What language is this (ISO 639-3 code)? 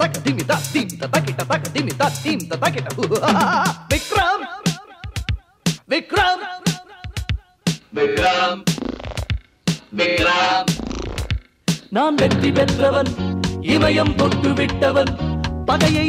tam